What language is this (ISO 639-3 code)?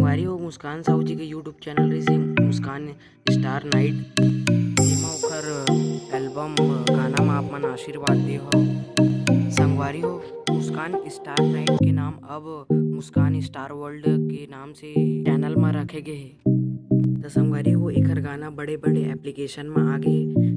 hne